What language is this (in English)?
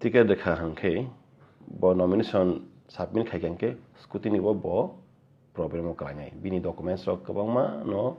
Kok Borok